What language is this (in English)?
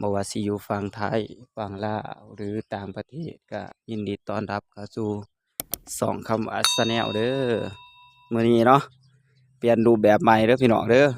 Northeastern Thai